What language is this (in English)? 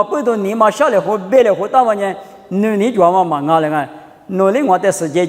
Lisu